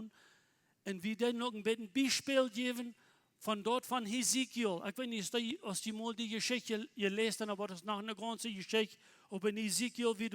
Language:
Plautdietsch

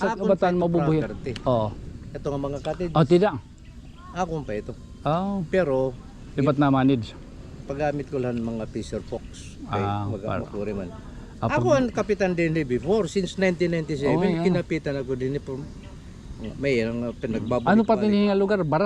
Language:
Waray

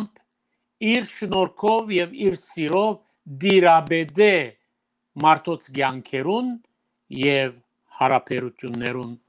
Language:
Western Armenian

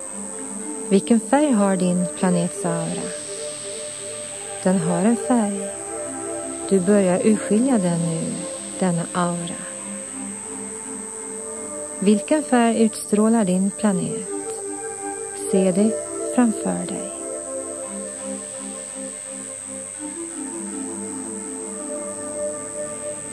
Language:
Swedish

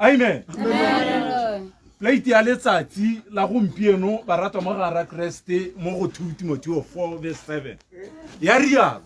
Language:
Tswana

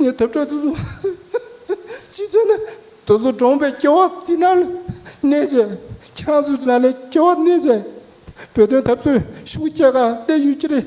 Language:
Tibetan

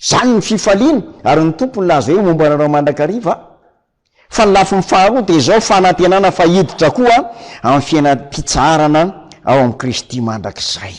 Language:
Malagasy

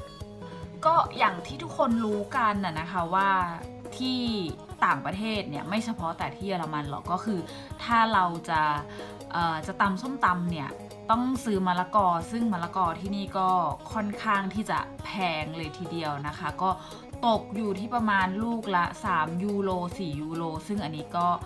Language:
Thai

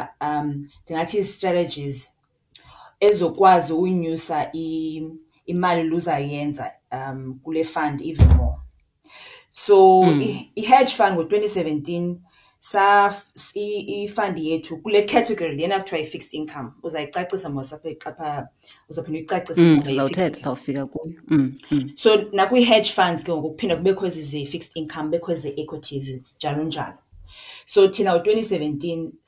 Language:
Xhosa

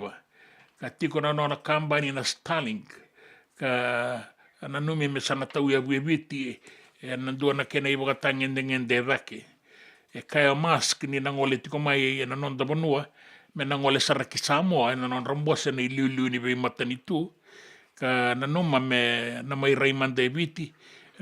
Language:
Fijian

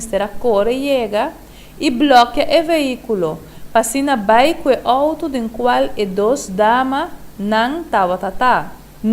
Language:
Papiamento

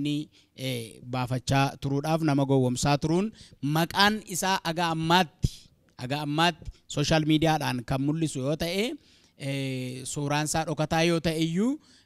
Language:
Oromo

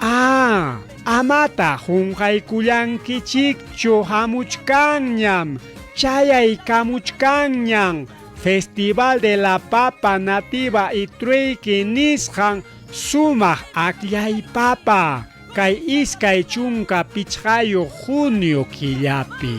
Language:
Ayacucho Quechua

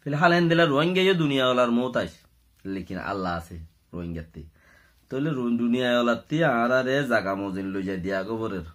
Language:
Rohingya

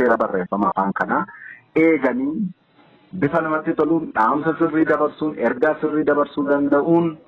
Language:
Oromo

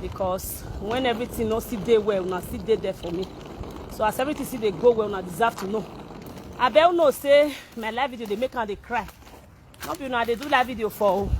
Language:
Nigerian Pidgin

